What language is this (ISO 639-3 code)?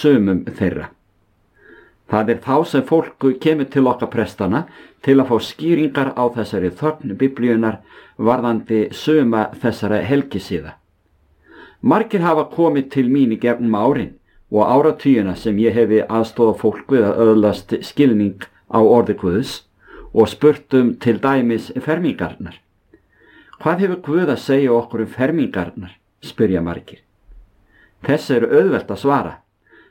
isl